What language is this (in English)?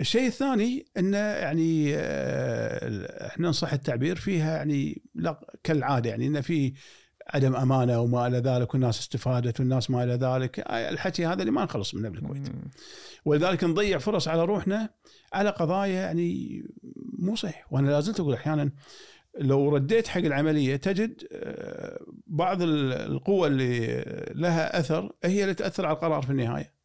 Gulf Arabic